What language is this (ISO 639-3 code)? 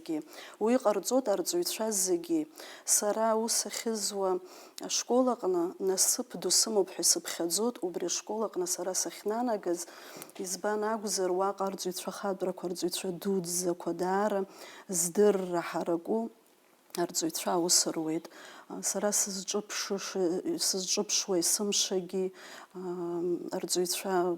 abk